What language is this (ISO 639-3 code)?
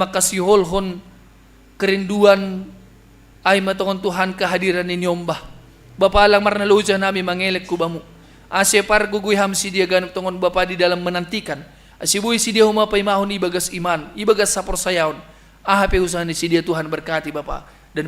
bts